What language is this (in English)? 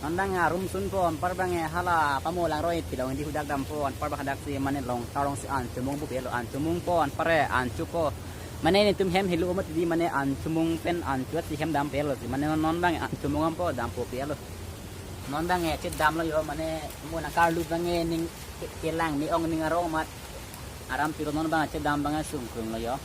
Karbi